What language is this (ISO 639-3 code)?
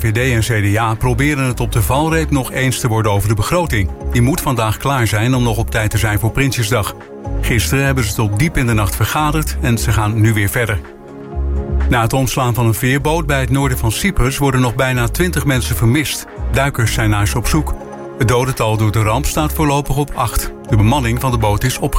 nld